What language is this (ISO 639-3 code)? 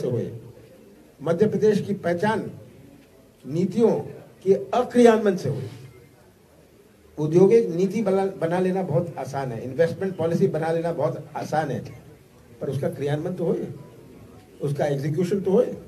hin